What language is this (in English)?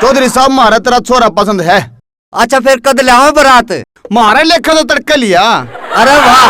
Haryanvi